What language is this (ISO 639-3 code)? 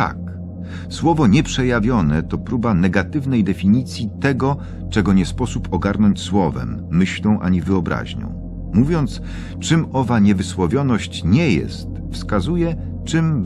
pol